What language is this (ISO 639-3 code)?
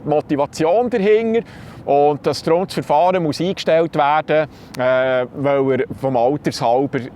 gsw